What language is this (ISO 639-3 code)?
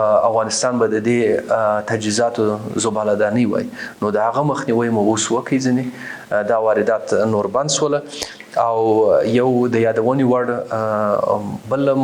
pus